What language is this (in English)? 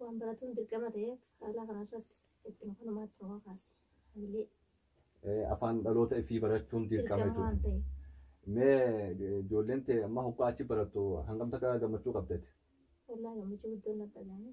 Oromo